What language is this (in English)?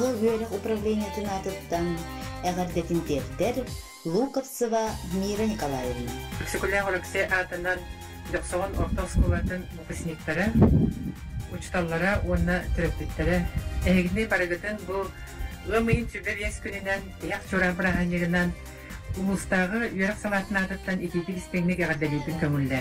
Yakut